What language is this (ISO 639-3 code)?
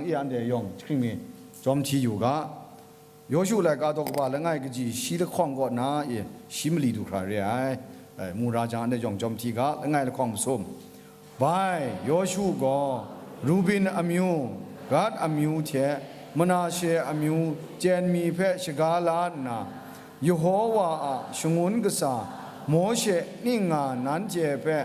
kac